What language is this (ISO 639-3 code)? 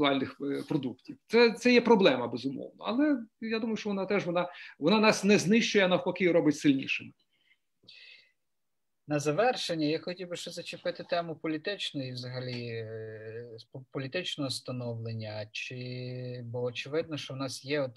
ukr